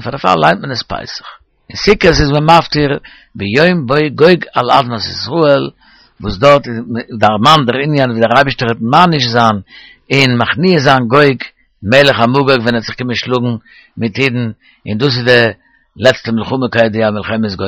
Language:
Yiddish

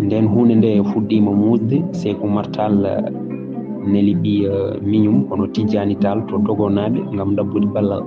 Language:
Fula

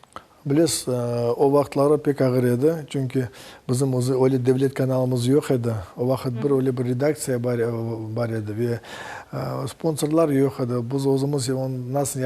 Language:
Crimean Tatar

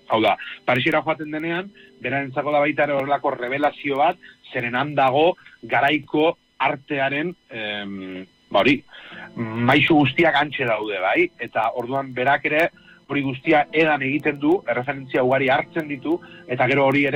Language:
Basque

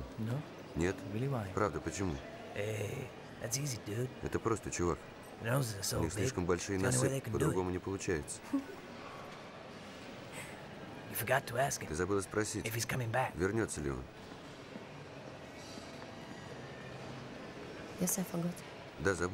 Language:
Russian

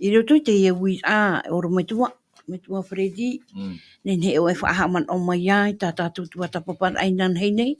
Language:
Tahitian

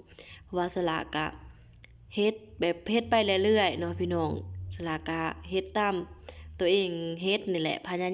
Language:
Lao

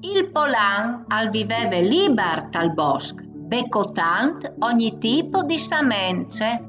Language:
Friulian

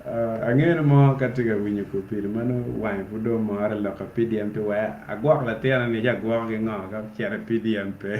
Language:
Acoli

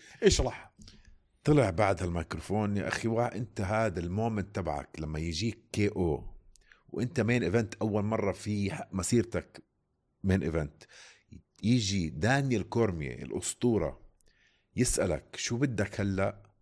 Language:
North Levantine Arabic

